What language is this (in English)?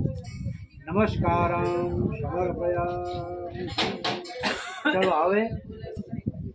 Gujarati